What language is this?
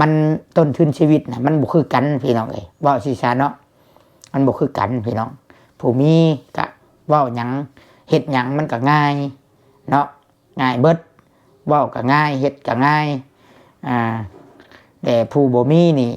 Lao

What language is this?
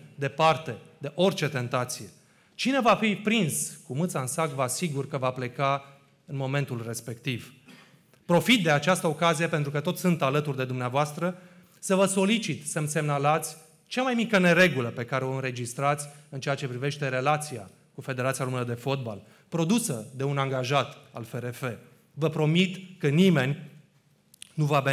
Romanian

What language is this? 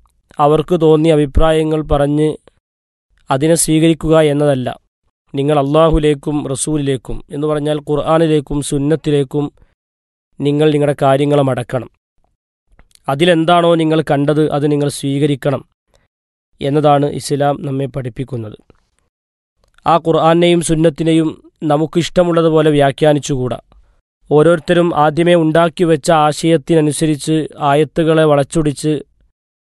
Malayalam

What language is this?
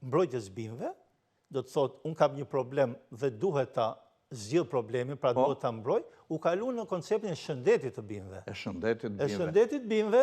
Albanian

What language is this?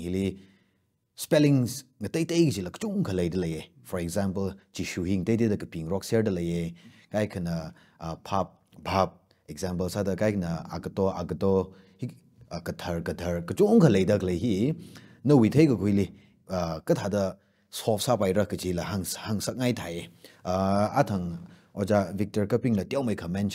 Tangkhul Naga (India)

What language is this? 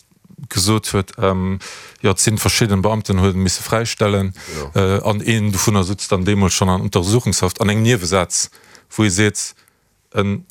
Luxembourgish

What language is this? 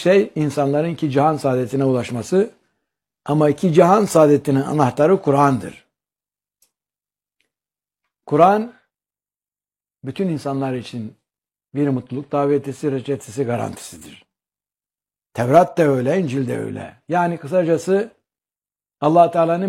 Turkish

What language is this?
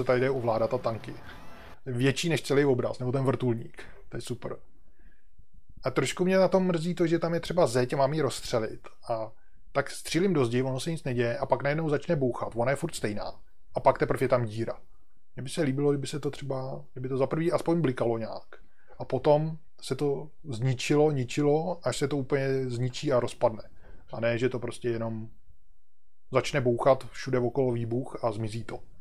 Czech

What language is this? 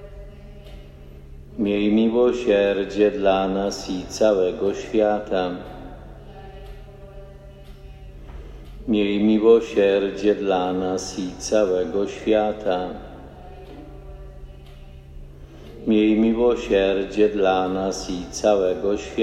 Polish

